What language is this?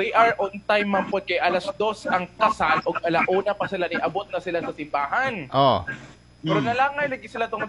Cebuano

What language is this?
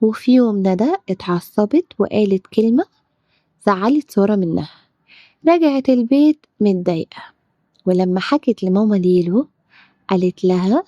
Egyptian Arabic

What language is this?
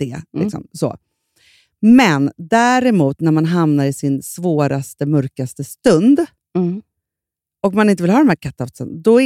Swedish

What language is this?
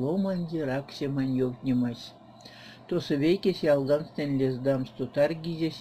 Erzya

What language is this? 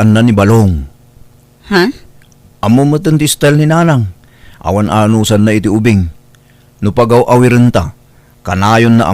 Iloko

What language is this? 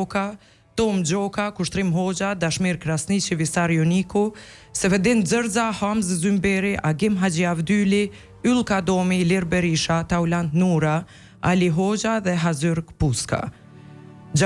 Albanian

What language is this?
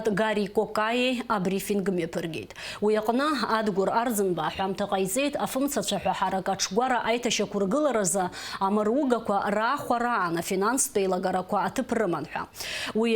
Abkhazian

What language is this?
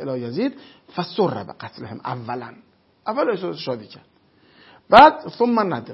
Persian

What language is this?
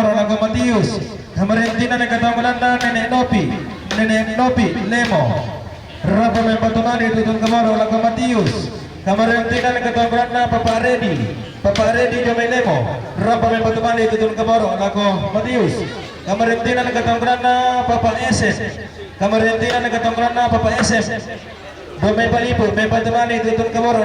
Toraja-Sa'dan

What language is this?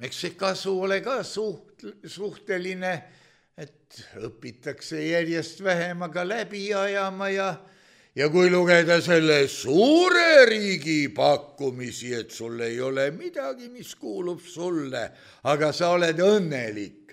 Estonian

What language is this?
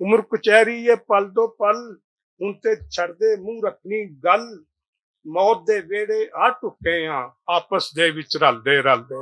Western Panjabi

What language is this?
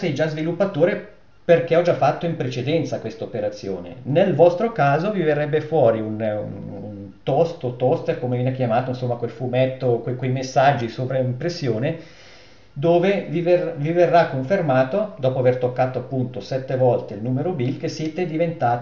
Italian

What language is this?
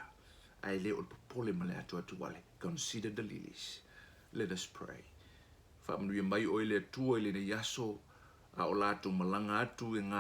Samoan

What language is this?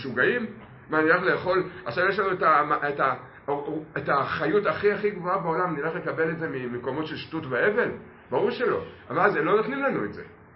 Hebrew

